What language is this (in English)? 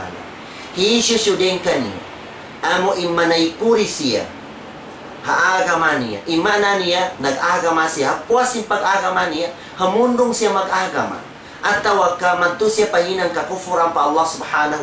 Tausug